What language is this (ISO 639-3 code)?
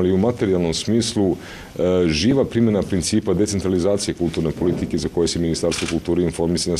srp